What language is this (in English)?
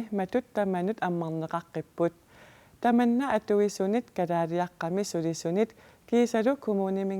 Kalaallisut